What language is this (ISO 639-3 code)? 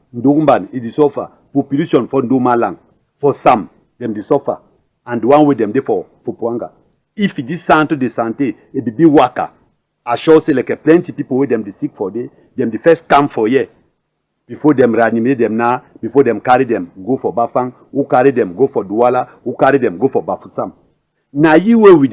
wes